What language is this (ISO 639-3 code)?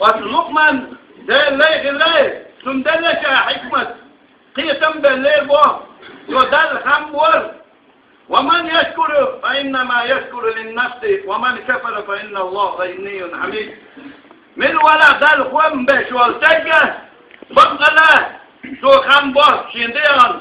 che